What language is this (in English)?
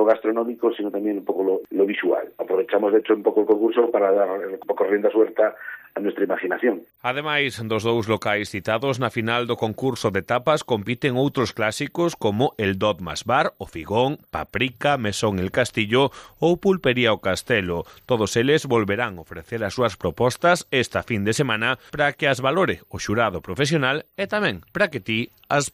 Galician